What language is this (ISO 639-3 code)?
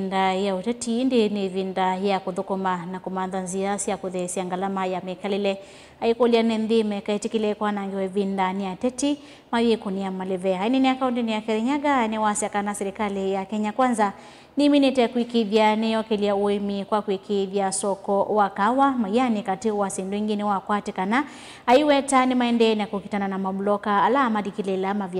kam